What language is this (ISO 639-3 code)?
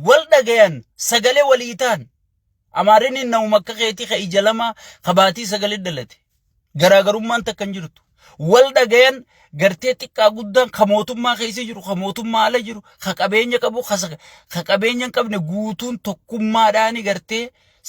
orm